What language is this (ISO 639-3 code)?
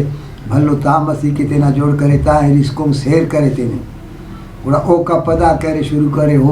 brh